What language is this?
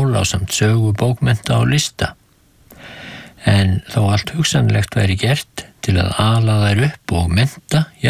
Icelandic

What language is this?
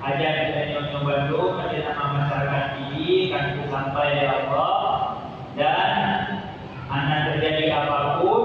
Achinese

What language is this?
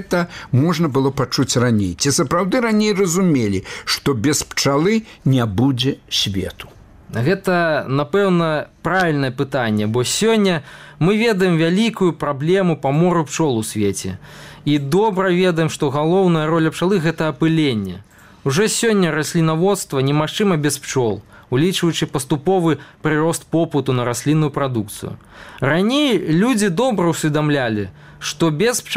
Belarusian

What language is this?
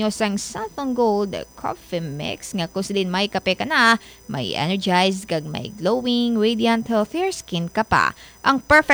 Hiligaynon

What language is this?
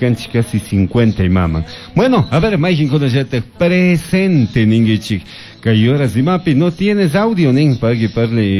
Chimborazo Highland Quichua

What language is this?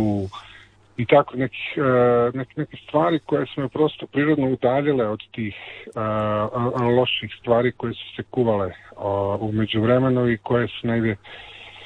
Serbian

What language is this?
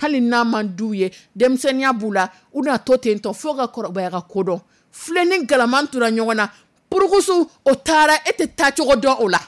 Dyula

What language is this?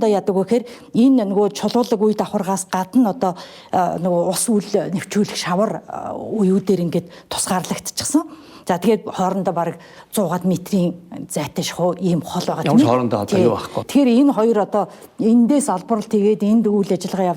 Mongolian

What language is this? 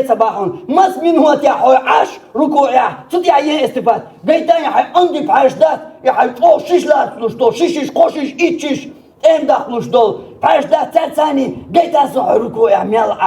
Chechen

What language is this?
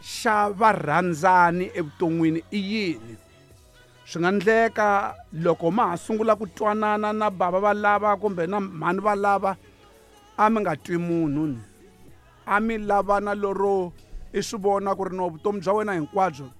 Tsonga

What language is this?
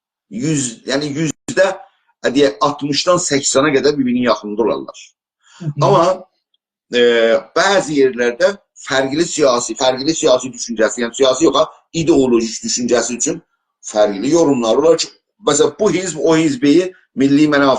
South Azerbaijani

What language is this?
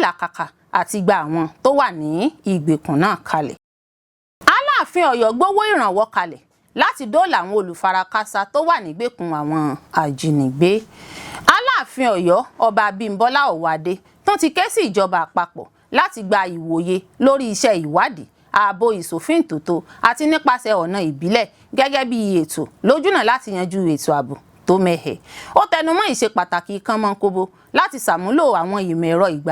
Yoruba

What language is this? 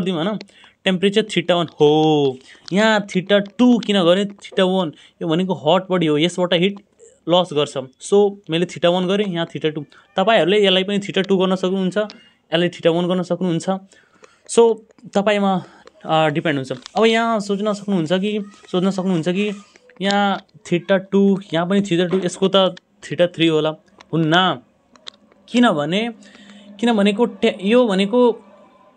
Nepali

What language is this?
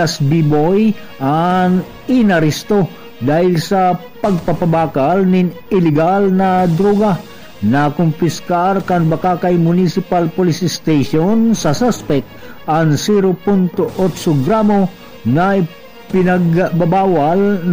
Bikol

